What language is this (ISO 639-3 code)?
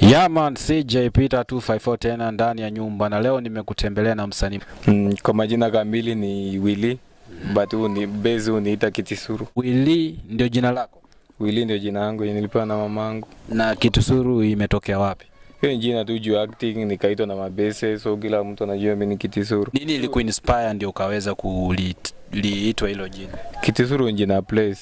swa